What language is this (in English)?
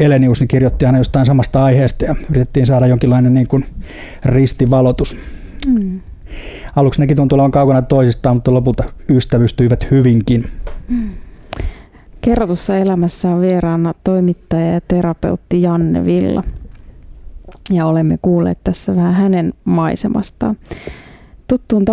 Finnish